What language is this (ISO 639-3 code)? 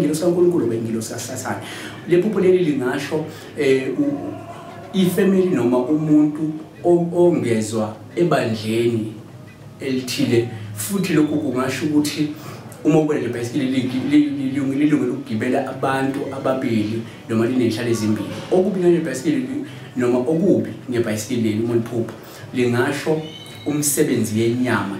zul